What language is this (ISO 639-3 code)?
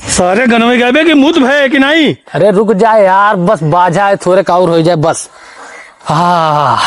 awa